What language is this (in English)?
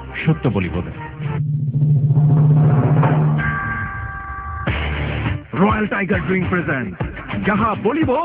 Bangla